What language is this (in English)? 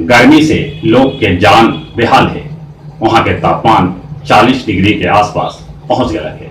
Magahi